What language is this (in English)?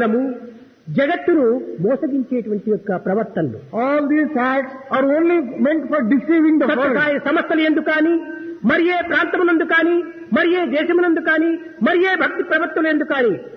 Telugu